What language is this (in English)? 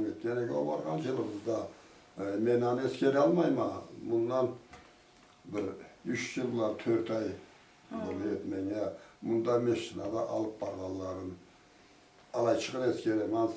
Karachay-Balkar